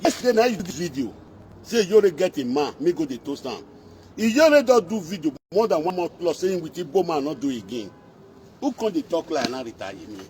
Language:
Nigerian Pidgin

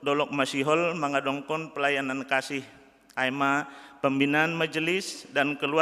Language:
Batak Simalungun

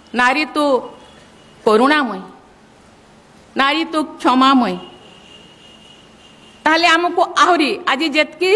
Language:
Odia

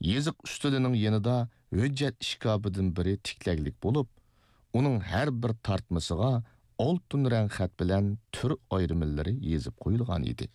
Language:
Uyghur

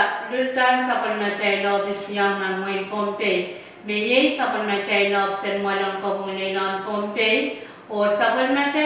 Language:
Pohnpeian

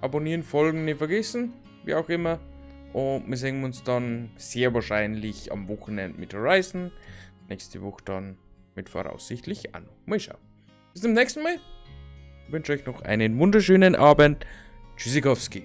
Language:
Bavarian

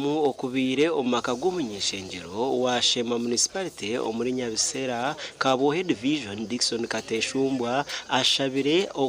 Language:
Nyankole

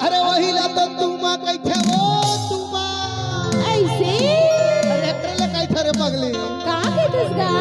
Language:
Chhattisgarhi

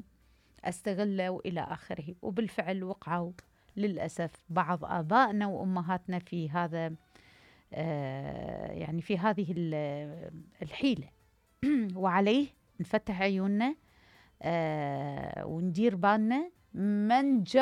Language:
Mesopotamian Arabic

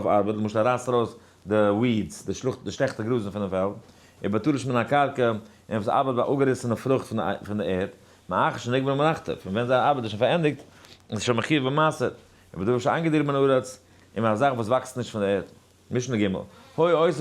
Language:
Yiddish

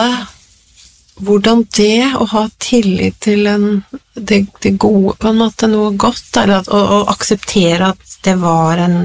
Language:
Norwegian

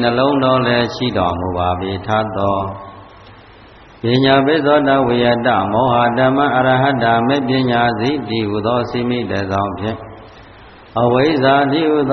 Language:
Burmese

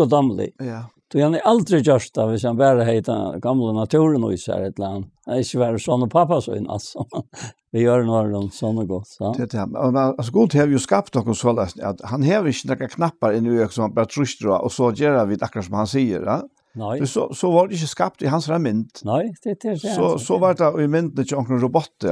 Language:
Faroese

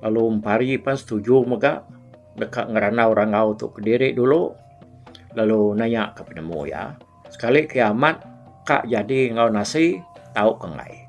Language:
Iban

